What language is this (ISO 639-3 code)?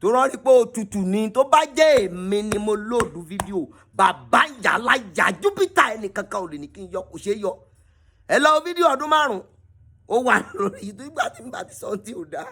yor